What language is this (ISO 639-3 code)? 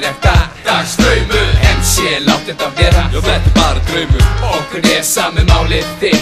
isl